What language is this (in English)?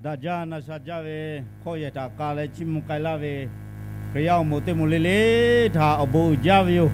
Lahu